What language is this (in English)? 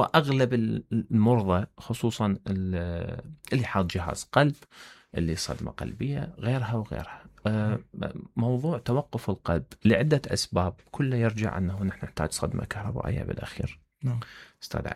Mesopotamian Arabic